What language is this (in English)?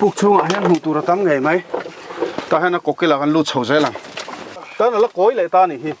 Mizo